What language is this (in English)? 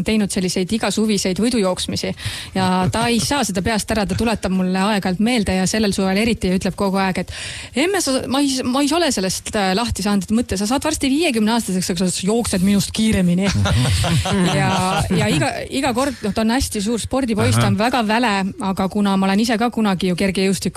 Estonian